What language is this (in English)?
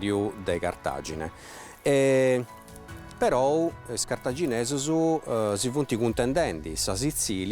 Sardinian